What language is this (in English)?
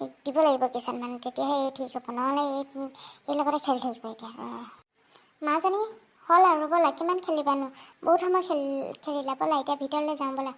Assamese